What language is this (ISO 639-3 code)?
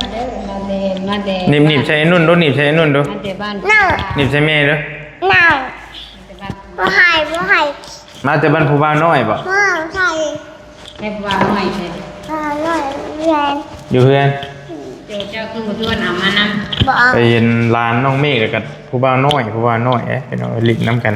tts